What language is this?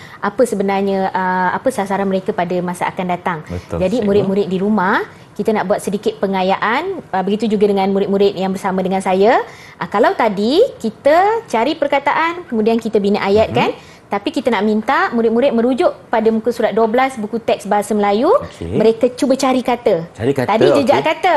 Malay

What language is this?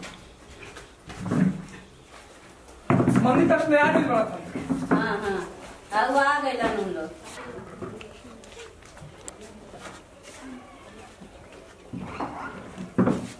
Bhojpuri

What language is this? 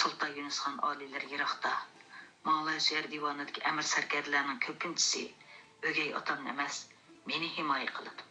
Uyghur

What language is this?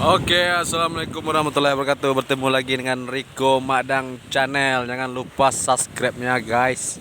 Minangkabau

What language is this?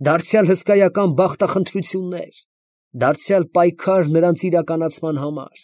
Armenian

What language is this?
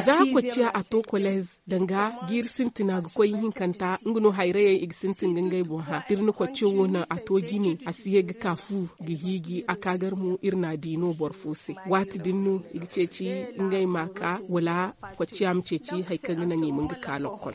Zarma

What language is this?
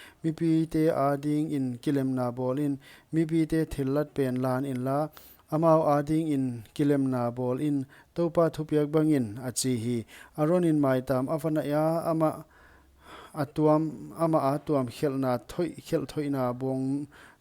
Paite Chin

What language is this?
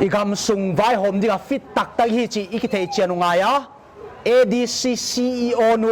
Paite Chin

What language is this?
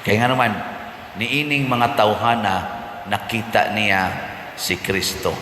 Cebuano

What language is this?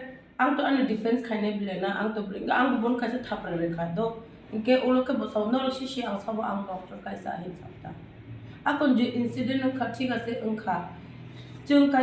Kok Borok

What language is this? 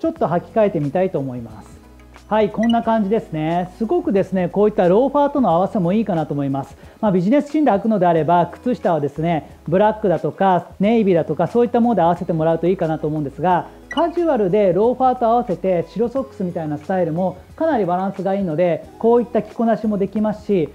Japanese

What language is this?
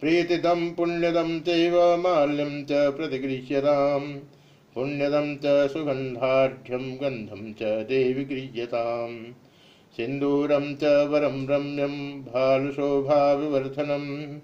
Sanskrit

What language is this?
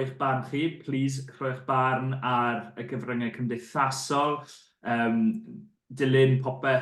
Welsh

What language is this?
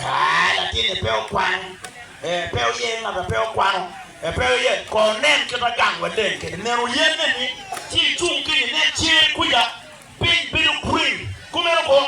Acoli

